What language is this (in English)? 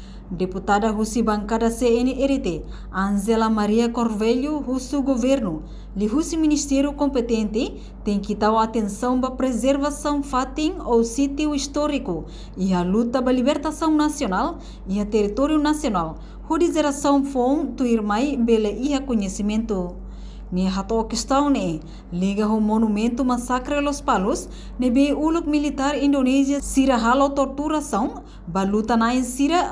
Tetum